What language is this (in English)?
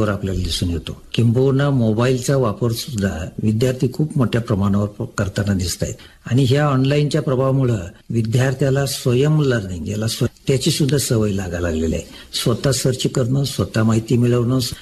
Marathi